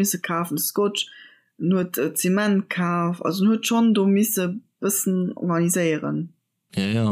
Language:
Luxembourgish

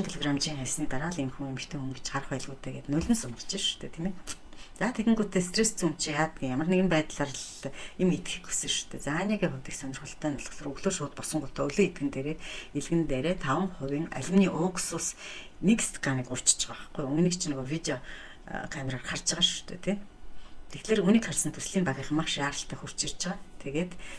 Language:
Mongolian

